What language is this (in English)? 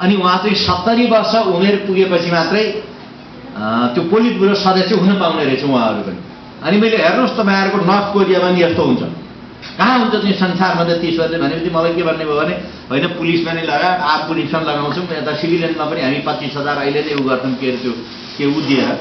Nepali